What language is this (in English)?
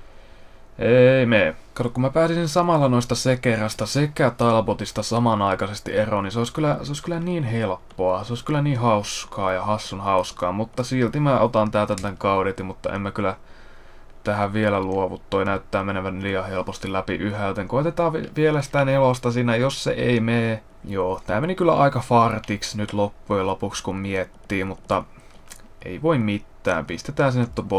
Finnish